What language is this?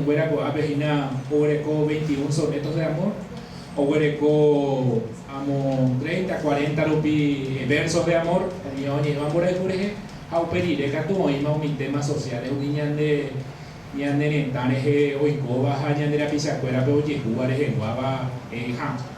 Guarani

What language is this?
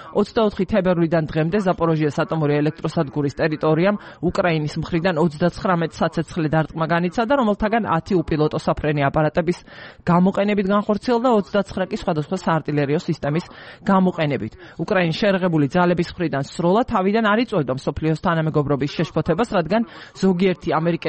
Georgian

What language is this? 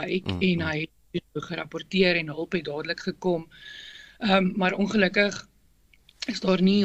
Afrikaans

